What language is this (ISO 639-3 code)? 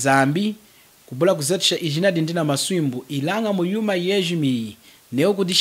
lun